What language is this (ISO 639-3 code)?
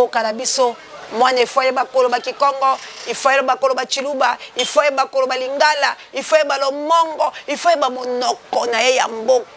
lin